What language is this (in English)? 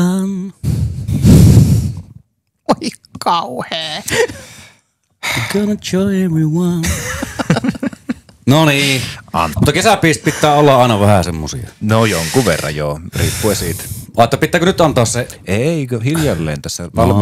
Finnish